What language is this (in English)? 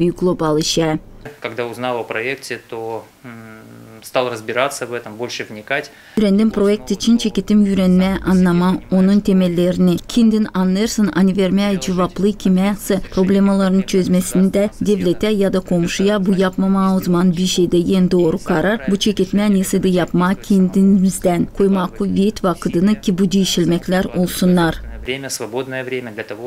Gagauz